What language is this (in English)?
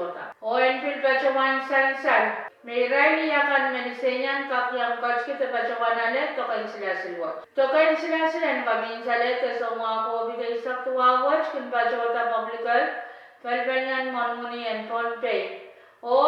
Pohnpeian